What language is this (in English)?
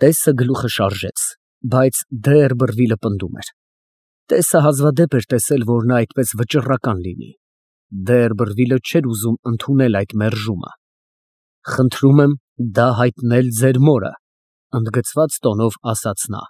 Armenian